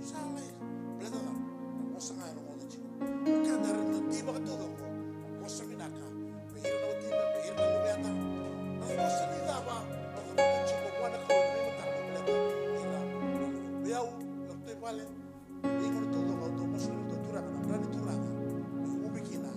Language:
Fijian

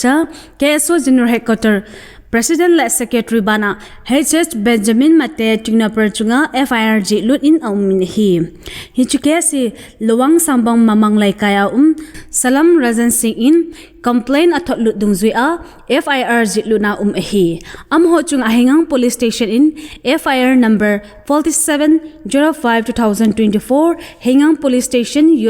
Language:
Thado Chin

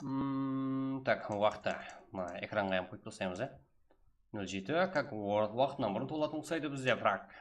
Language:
Kara-Kalpak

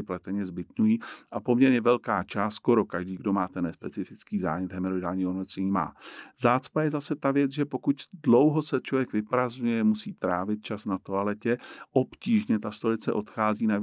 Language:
Czech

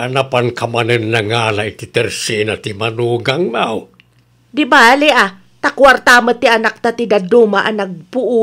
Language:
Iloko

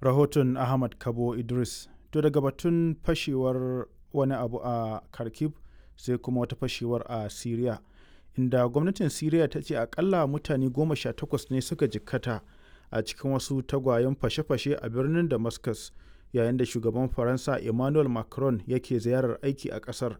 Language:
Hausa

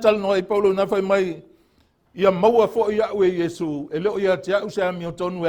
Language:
Samoan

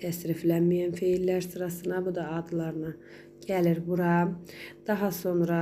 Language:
Azerbaijani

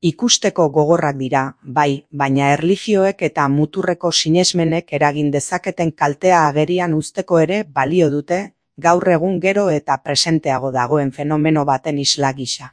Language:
Basque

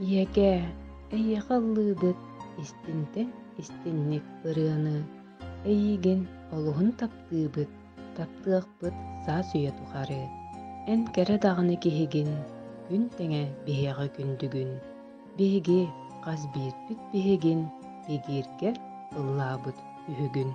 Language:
Yakut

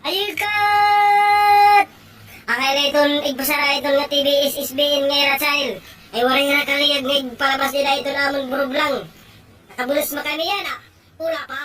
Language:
Waray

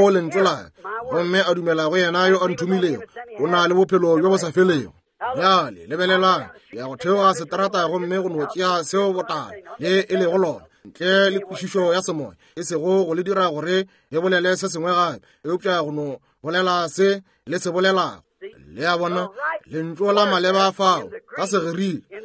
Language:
Northern Sotho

